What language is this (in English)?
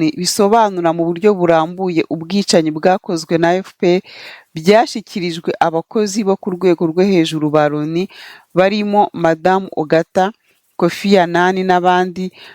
Kinyarwanda